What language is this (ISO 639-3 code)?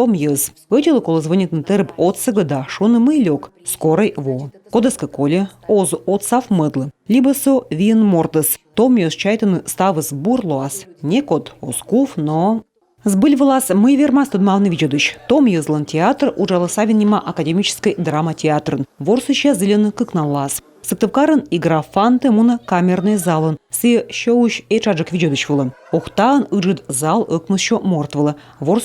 kom